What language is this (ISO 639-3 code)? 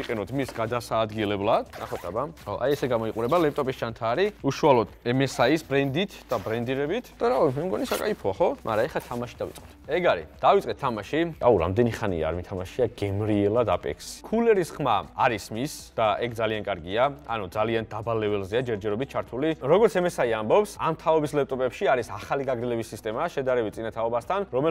kat